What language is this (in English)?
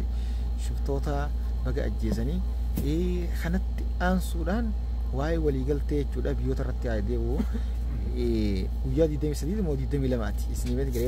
Oromo